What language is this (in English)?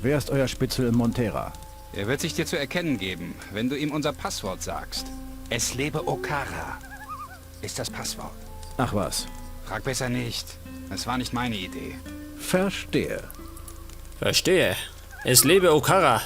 Bavarian